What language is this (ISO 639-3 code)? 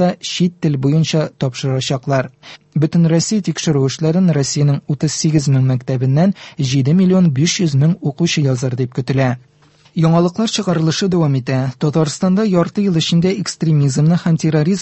tat